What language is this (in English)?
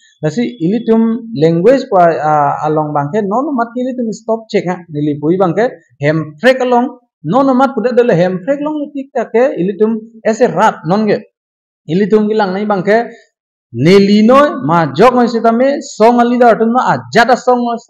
Karbi